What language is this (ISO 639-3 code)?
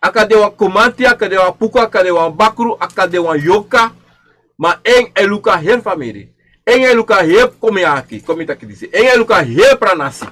srn